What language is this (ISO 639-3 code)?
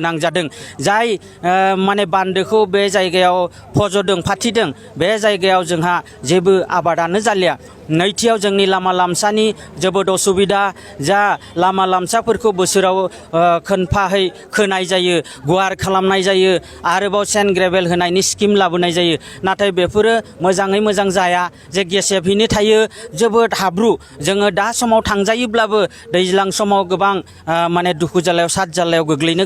brx